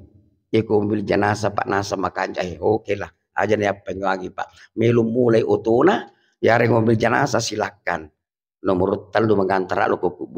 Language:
Buginese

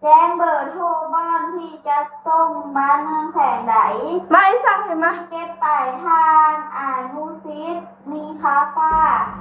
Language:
Lao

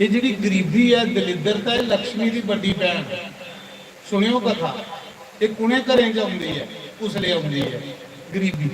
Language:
Dogri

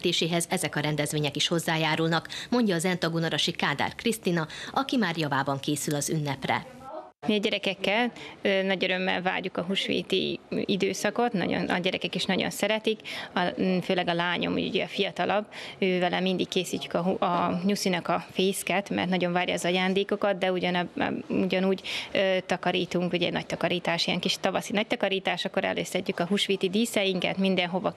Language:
Hungarian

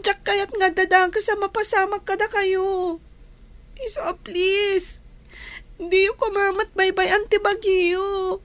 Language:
Iloko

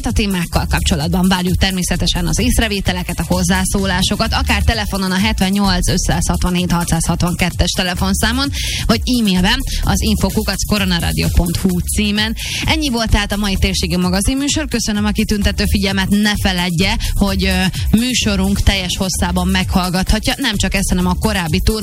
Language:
Hungarian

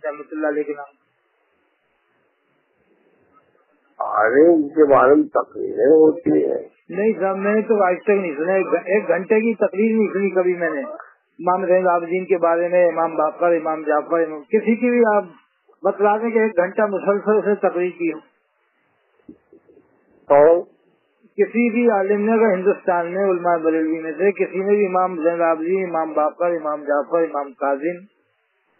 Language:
Urdu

